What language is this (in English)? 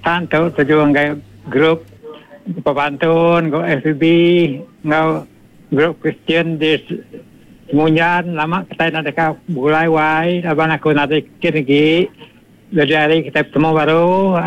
Iban